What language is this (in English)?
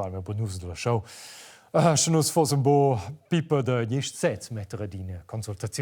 Romansh